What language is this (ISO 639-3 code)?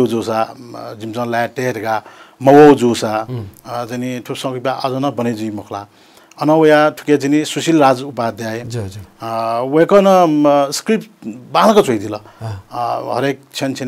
new